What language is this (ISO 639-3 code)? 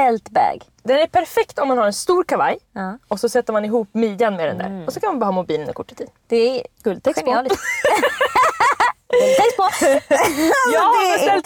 swe